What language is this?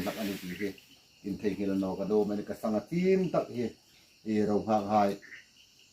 Hmar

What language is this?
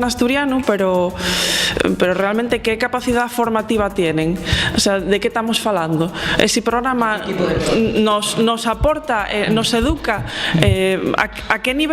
Asturian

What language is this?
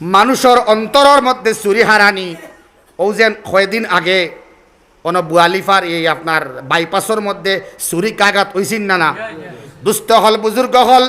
Sylheti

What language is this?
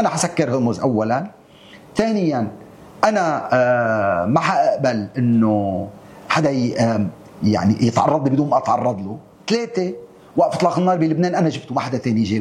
North Levantine Arabic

